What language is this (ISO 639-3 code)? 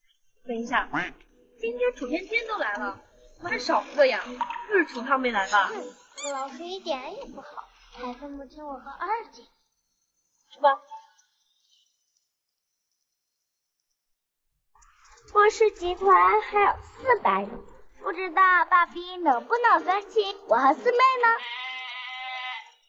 zho